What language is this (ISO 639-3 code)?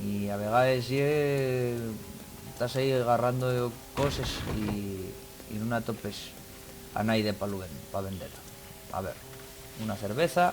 ast